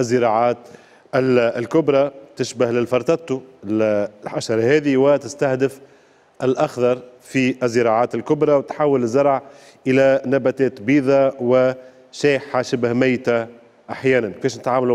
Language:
Tunisian Arabic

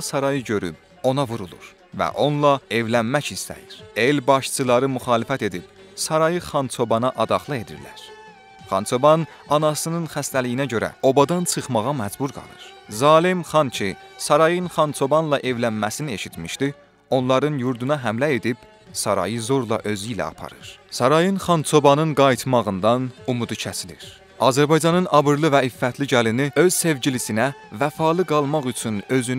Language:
South Azerbaijani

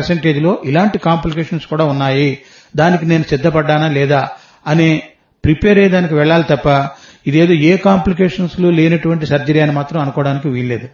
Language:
Telugu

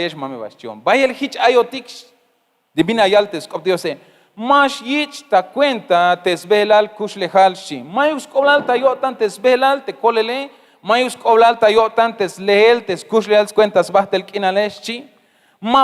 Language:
Tzeltal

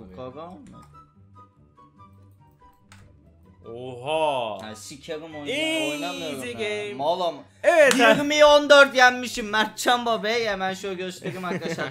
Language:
Turkish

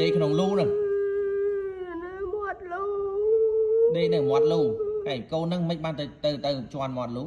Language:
Khmer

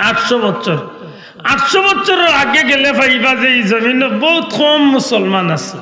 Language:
Sylheti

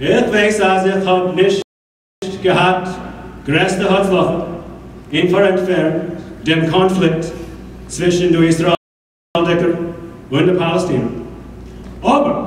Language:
Yiddish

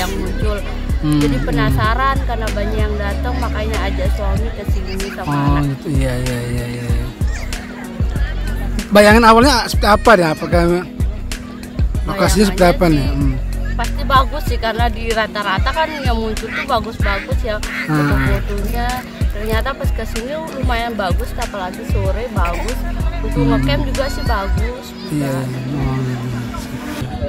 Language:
Indonesian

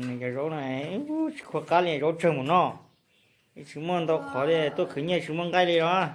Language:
Hmong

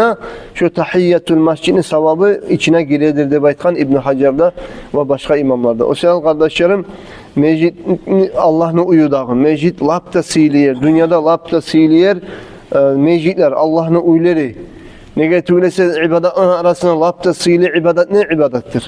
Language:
Kumyk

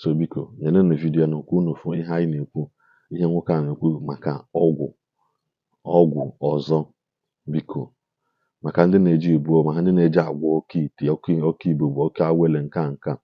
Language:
Igbo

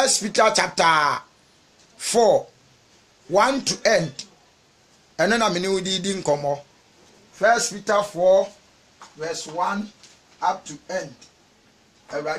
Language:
Akan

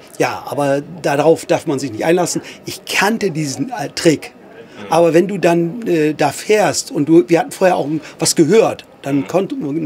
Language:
German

